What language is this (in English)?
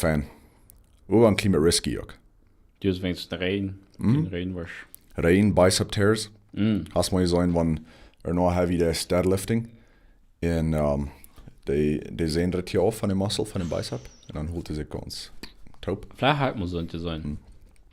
Plautdietsch